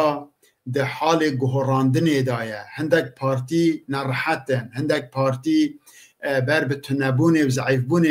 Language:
Kurdish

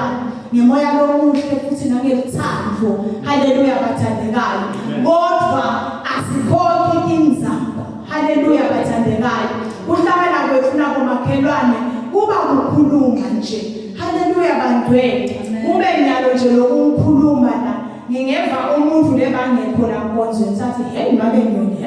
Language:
Zulu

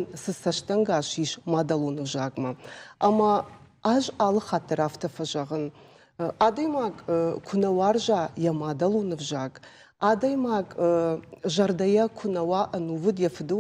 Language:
Ossetic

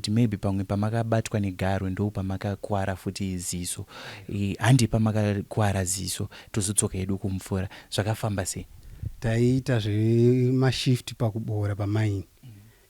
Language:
Shona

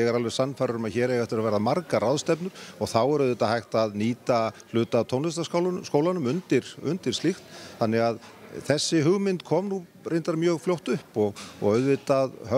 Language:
Icelandic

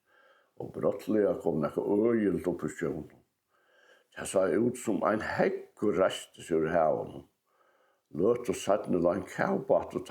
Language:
Faroese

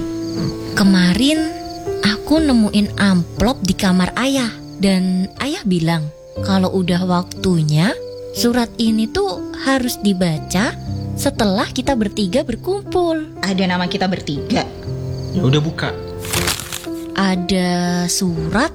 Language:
Indonesian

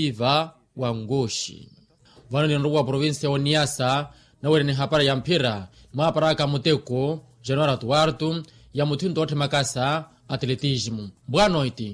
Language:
Makhuwa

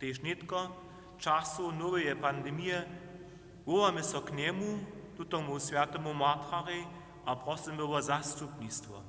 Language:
Upper Sorbian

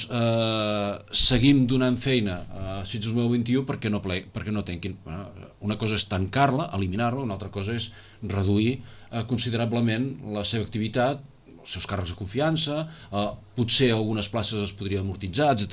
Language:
Catalan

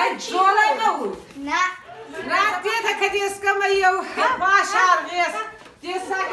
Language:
Ossetic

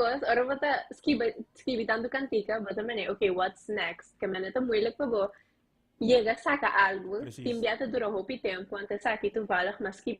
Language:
Papiamento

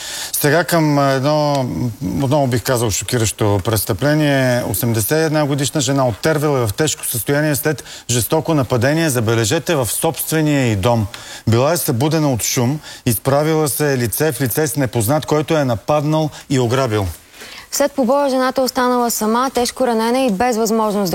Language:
Bulgarian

